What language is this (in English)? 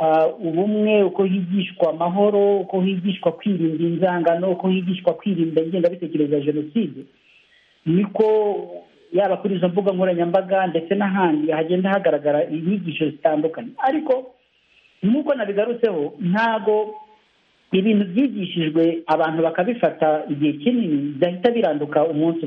Kinyarwanda